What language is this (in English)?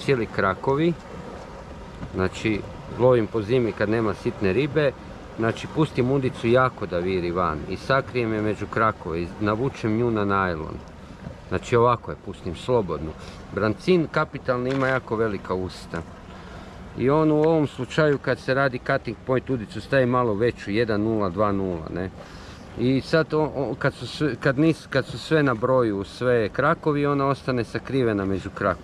Croatian